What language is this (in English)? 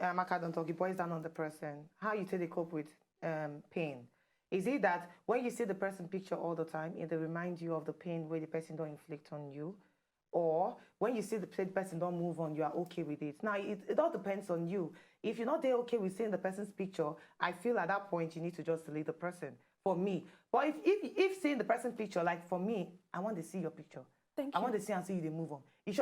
Nigerian Pidgin